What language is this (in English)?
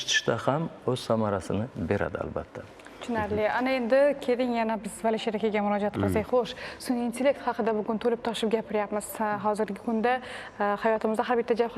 Uzbek